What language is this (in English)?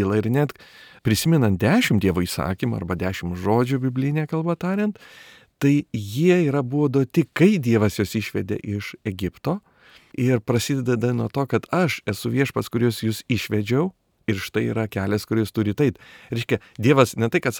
Lithuanian